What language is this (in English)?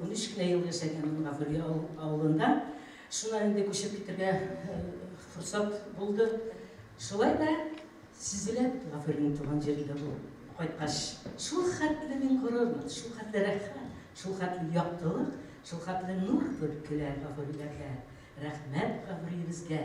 Bashkir